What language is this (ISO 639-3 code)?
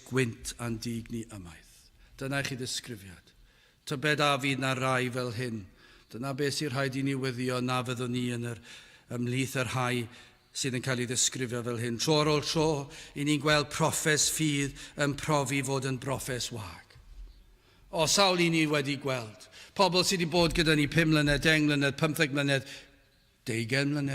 cym